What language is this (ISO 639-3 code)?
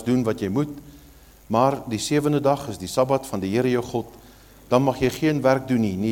afr